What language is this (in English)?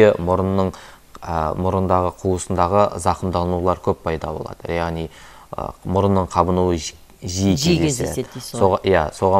Kazakh